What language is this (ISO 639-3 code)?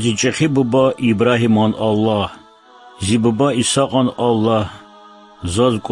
lez